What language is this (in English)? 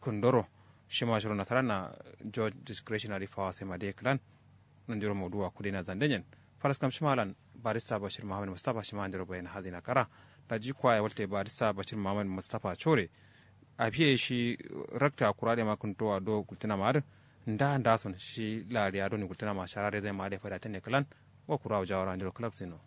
Kanuri